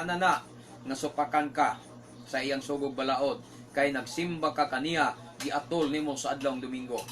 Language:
Cebuano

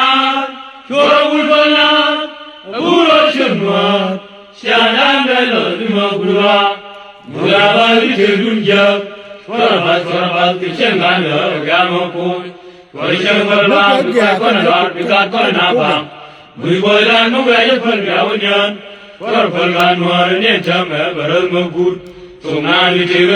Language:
Nuer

